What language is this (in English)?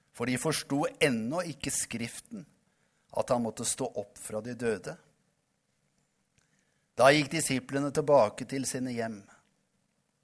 Norwegian